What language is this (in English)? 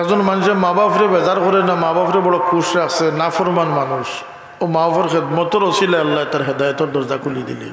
Sylheti